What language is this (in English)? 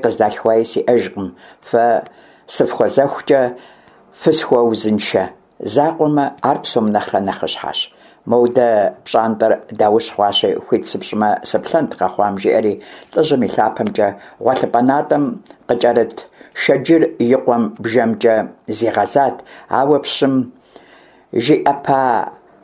Kabardian